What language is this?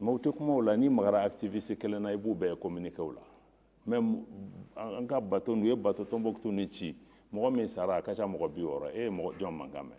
Bambara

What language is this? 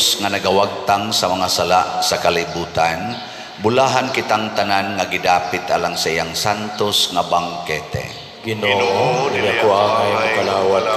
Cebuano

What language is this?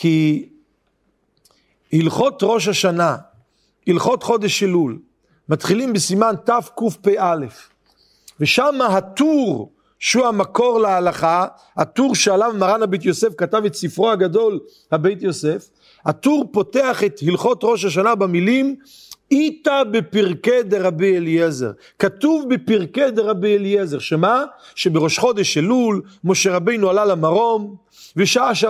Hebrew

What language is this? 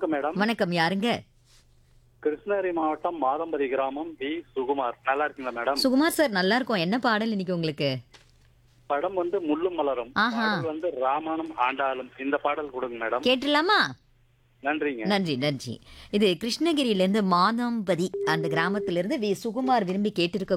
Tamil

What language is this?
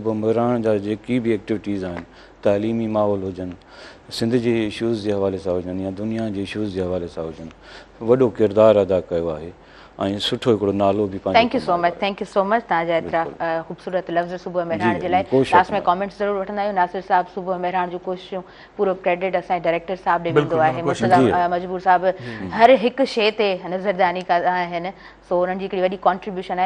Sindhi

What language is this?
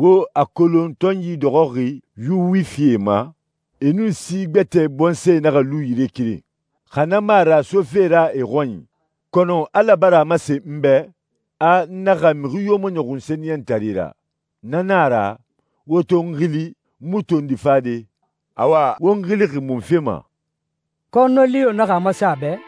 Susu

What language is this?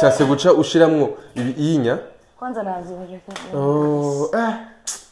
Rundi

